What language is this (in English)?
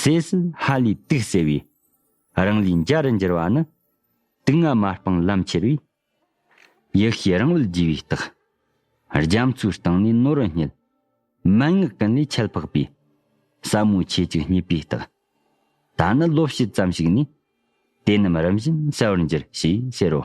Tibetan